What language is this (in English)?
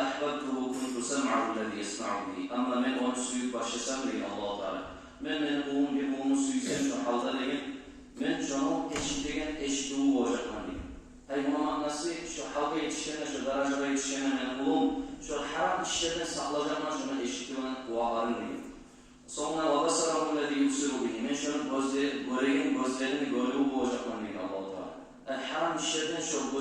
Kumyk